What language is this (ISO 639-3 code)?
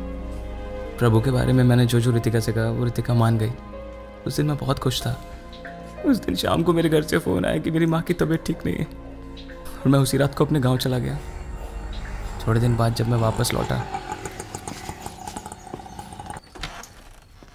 hin